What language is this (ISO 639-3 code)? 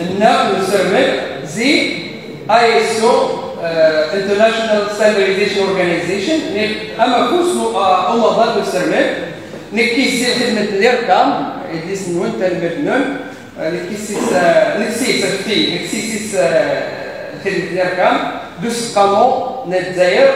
kab